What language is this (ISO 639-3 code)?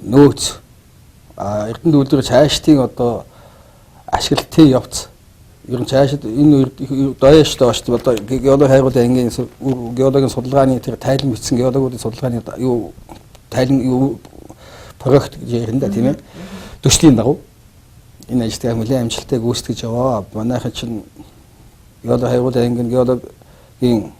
mon